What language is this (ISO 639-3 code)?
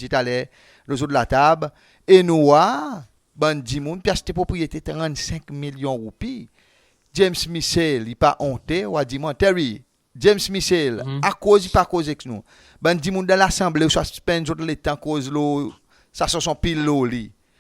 crs